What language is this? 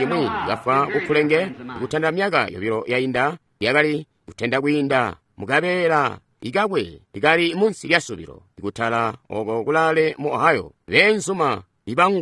Tonga (Zambia)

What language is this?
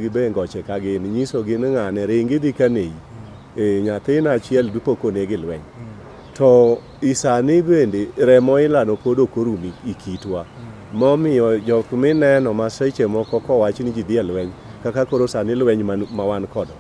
Luo (Kenya and Tanzania)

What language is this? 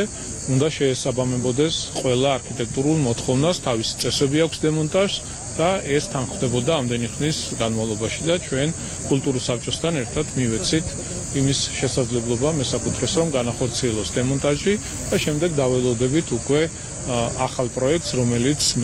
Georgian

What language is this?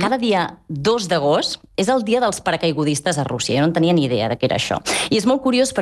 Catalan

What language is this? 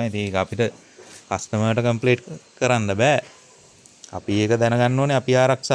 Sinhala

